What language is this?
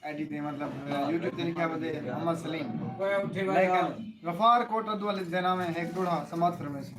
Saraiki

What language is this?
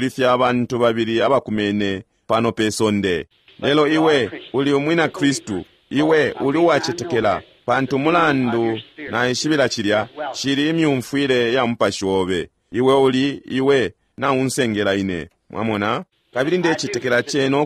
Bemba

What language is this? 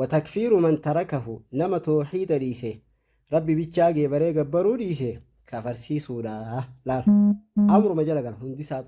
Oromo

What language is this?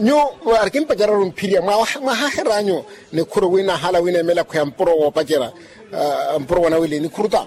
Makhuwa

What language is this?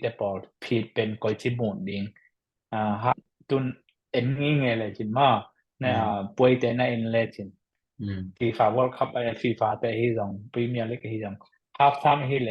Tedim Chin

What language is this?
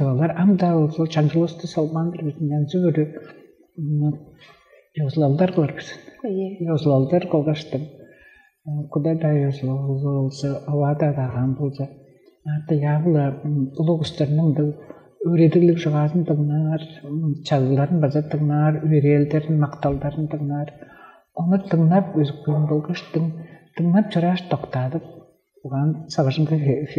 Tuvinian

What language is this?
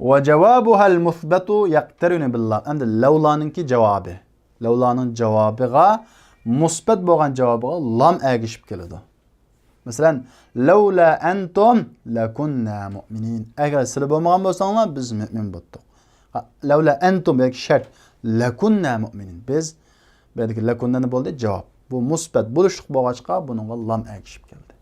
Uyghur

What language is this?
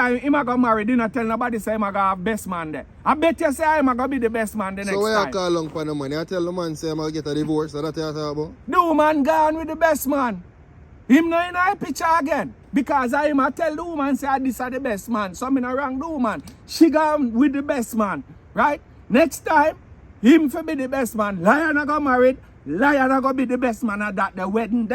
Jamaican Creole English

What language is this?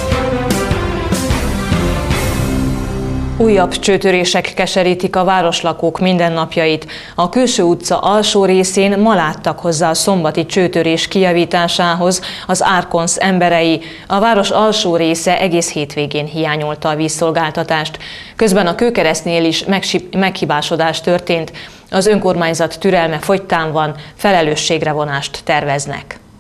Hungarian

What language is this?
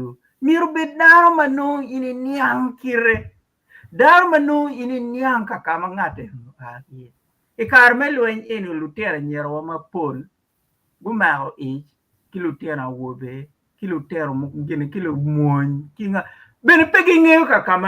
Acoli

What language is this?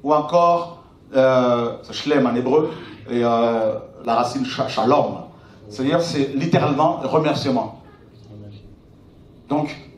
French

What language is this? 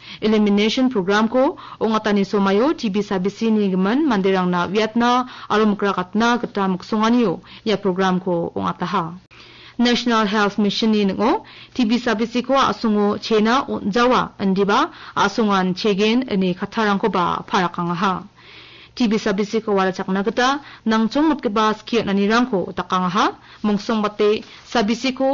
Garo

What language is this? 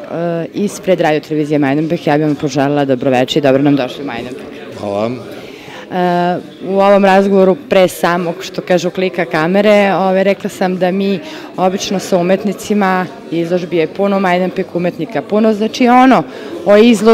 Serbian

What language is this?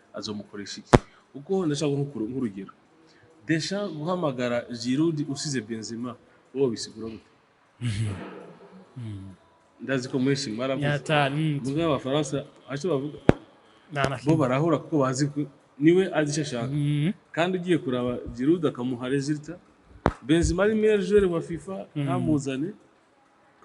Rundi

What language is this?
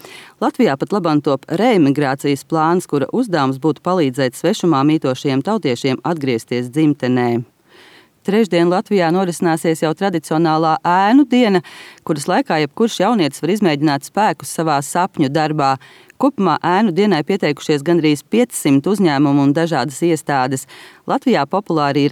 Latvian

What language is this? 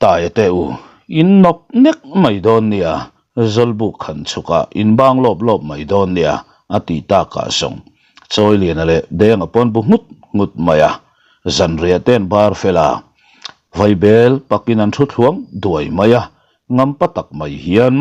Mizo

